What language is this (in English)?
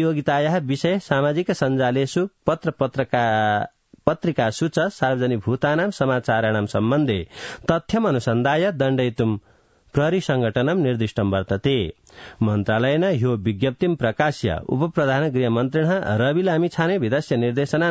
Sanskrit